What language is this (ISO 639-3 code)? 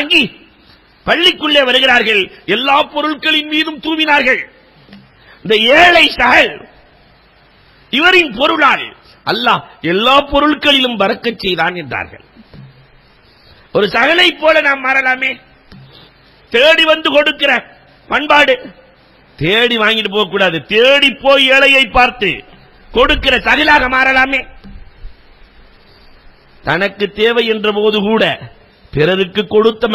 tam